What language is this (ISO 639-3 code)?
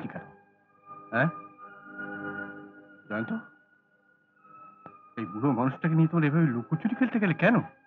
ben